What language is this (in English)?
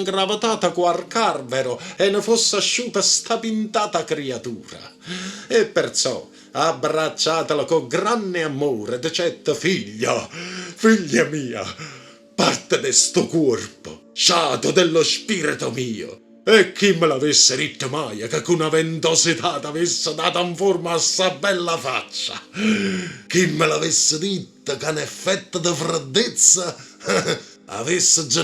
Neapolitan